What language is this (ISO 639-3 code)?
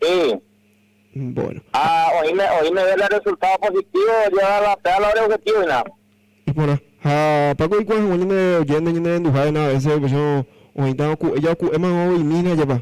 grn